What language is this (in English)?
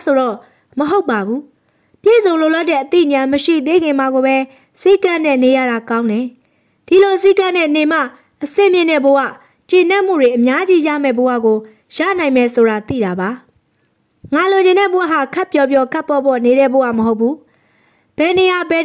Burmese